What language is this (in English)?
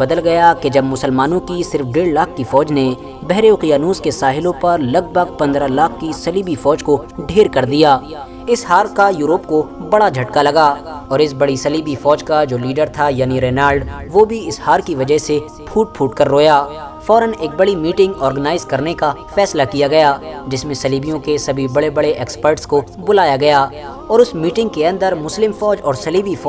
Urdu